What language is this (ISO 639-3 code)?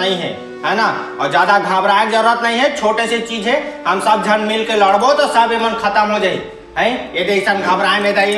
hne